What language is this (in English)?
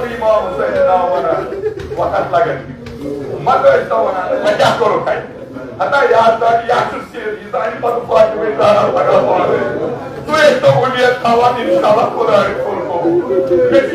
Kashmiri